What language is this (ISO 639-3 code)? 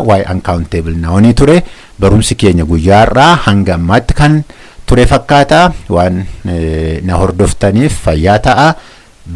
orm